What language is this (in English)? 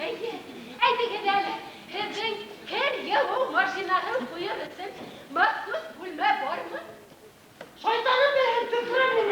Bashkir